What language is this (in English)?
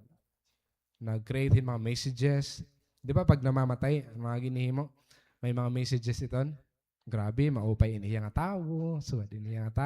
Waray